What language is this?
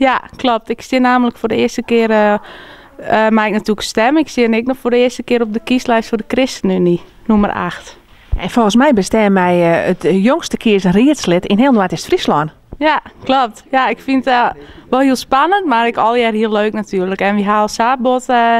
Western Frisian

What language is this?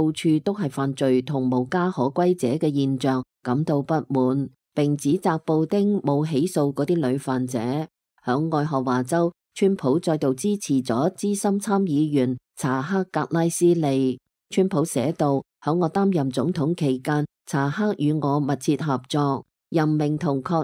Cantonese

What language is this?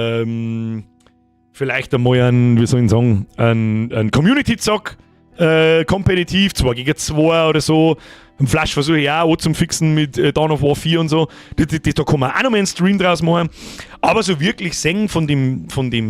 Bavarian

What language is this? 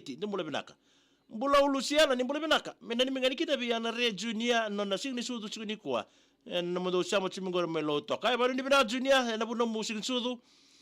Fijian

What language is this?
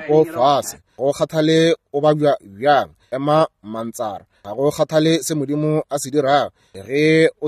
Northern Sotho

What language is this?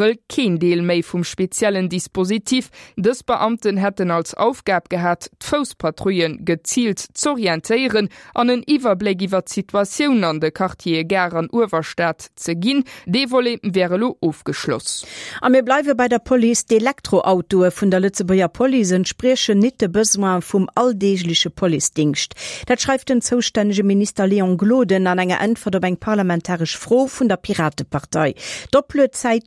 Luxembourgish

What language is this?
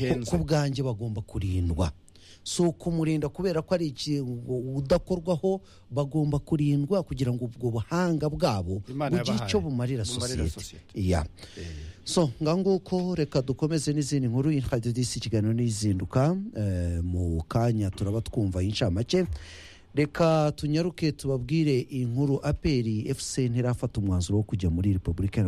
Kinyarwanda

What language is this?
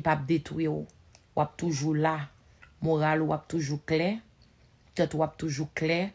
Haitian Creole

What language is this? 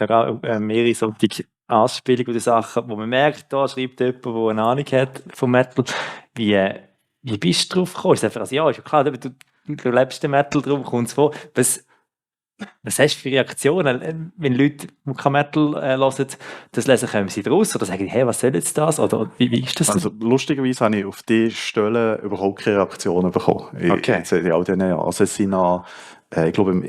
Swiss German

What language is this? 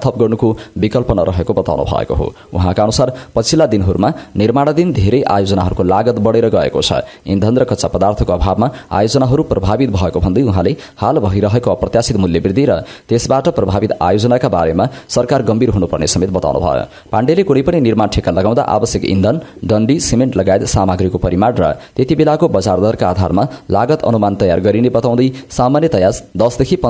Nepali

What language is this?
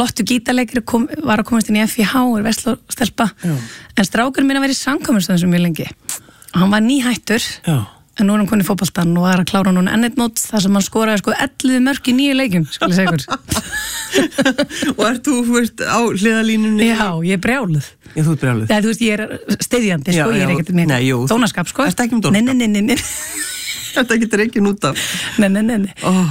Icelandic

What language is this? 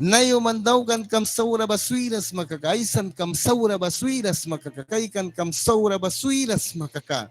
Mískito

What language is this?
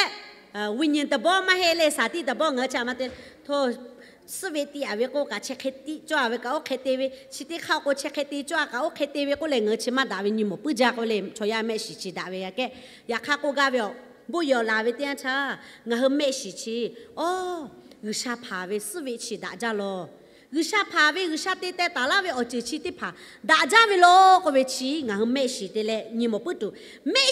Lahu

